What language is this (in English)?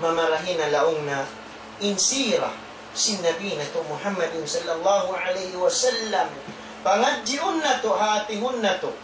Tausug